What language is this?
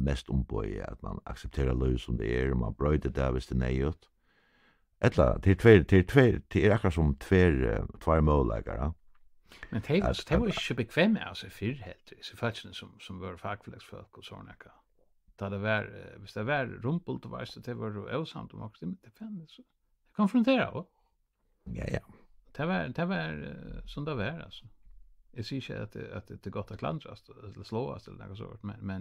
Faroese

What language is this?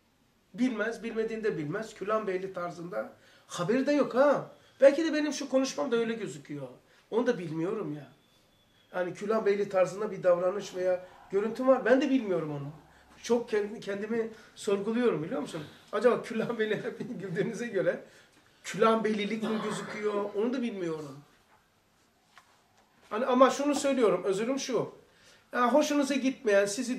Turkish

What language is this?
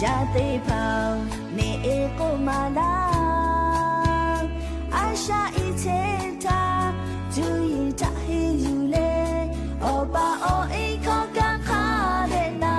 Lahu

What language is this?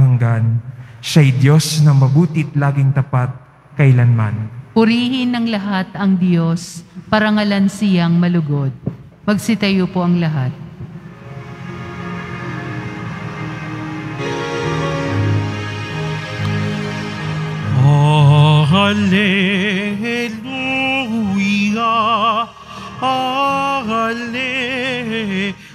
Filipino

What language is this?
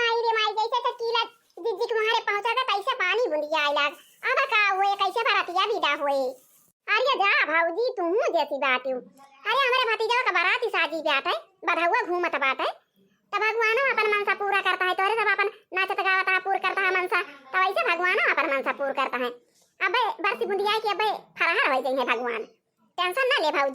Awadhi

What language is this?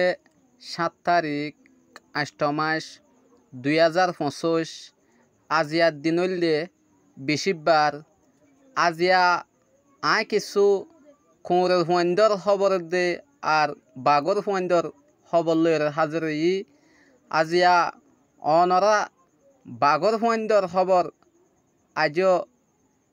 Rohingya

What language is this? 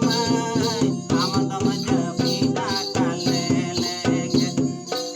Santali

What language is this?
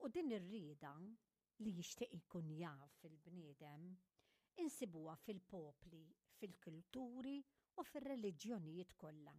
Maltese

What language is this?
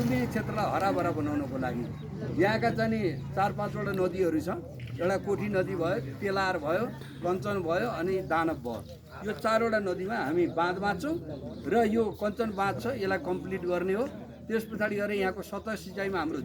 Nepali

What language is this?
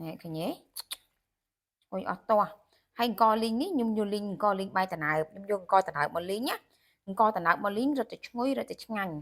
Khmer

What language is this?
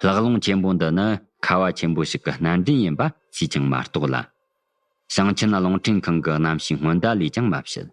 Tibetan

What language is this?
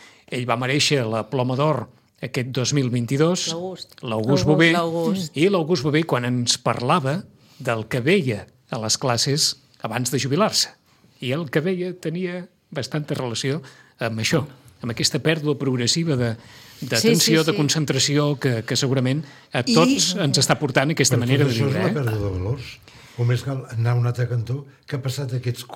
Catalan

